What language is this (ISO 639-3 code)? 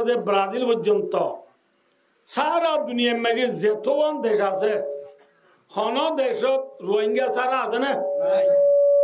rhg